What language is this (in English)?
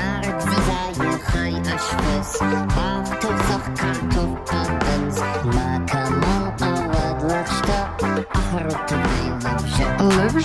Ossetic